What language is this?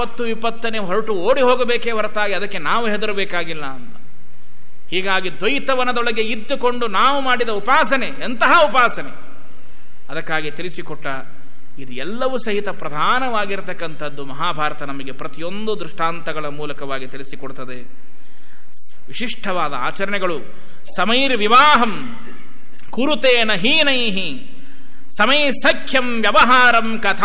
Kannada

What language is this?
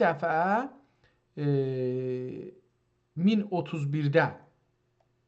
South Azerbaijani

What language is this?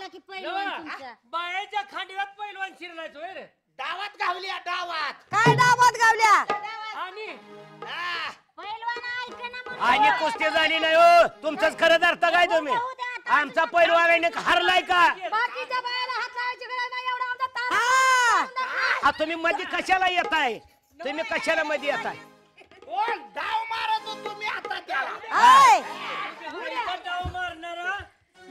Marathi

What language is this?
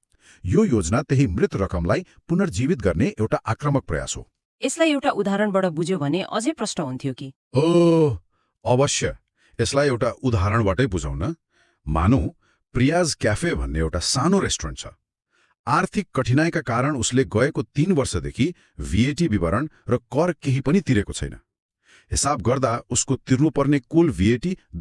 Nepali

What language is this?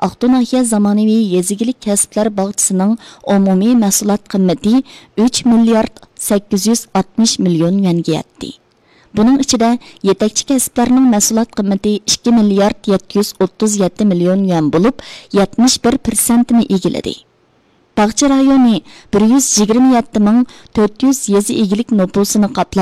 Uyghur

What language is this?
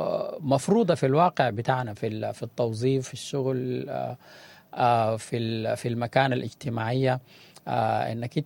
Sudanese Arabic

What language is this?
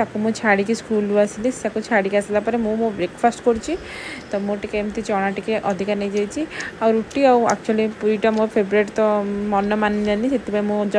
Odia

